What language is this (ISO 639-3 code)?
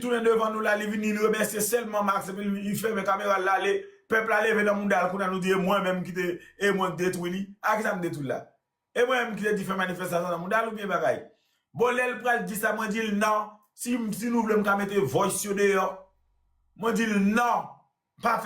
hat